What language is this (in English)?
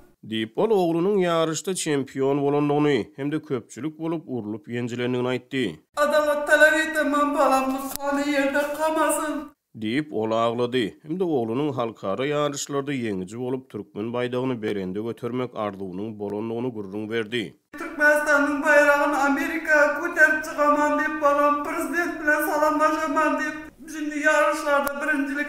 Turkmen